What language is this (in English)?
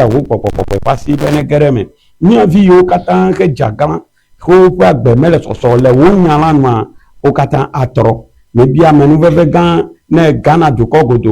Ewe